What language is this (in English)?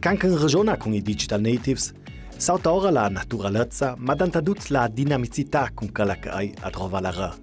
Ladin